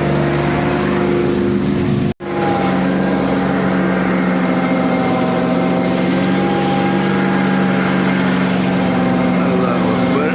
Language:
Chechen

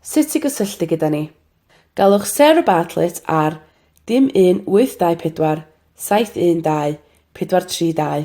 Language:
Welsh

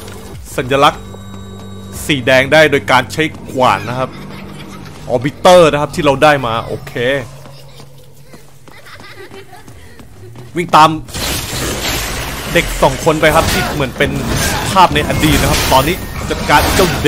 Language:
Thai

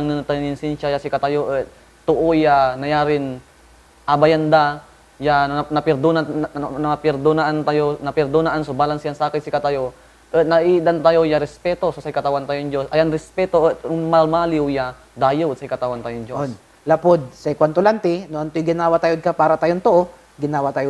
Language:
Pangasinan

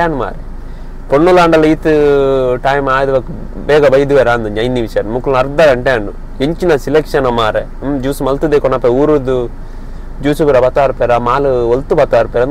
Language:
Tulu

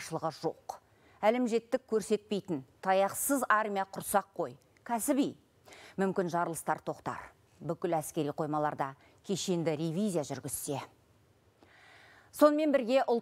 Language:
Kazakh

